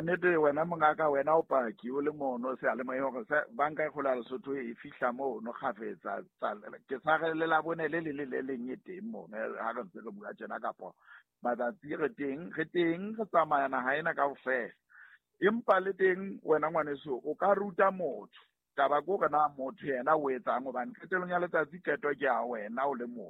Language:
Southern Sotho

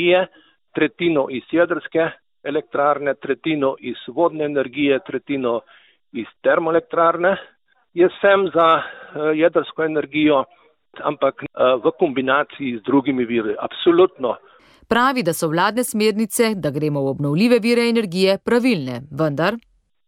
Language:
Slovenian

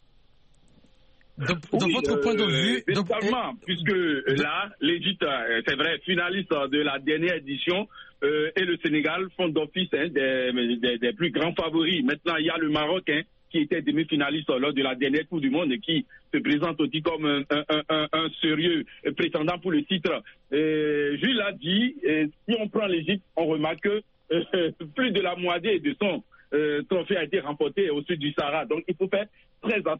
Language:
French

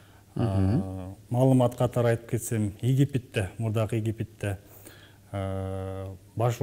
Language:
Kyrgyz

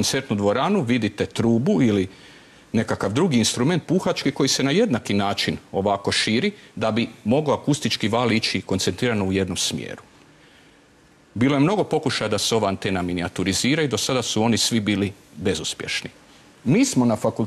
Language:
Croatian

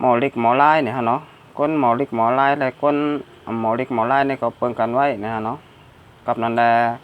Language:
Shan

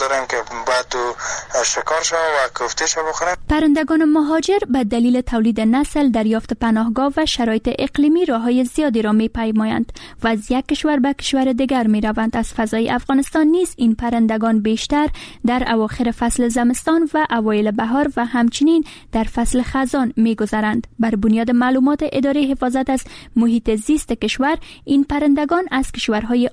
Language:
Persian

